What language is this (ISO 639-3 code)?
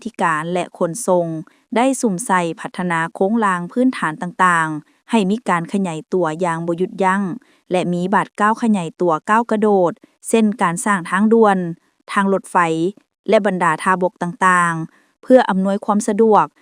lao